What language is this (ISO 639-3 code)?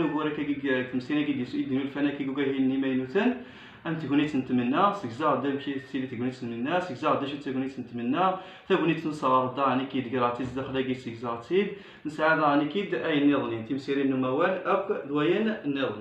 kab